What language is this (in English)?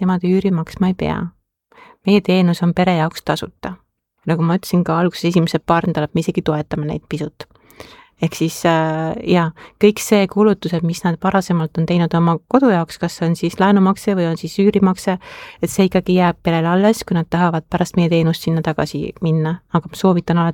Estonian